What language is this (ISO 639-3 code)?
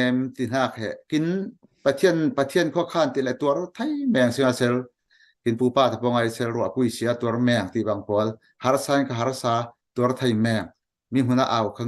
cfm